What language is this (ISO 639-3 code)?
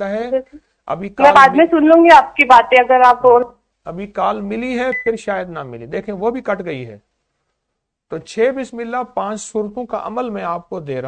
urd